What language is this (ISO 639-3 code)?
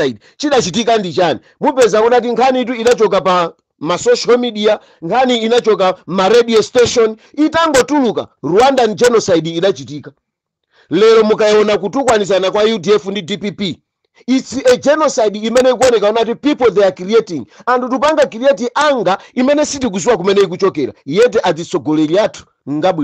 nya